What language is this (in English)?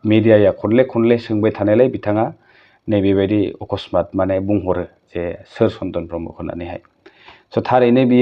Bodo